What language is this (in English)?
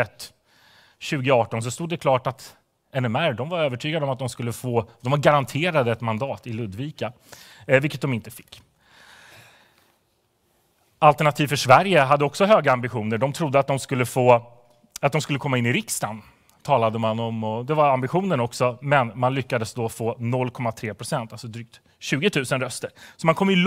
Swedish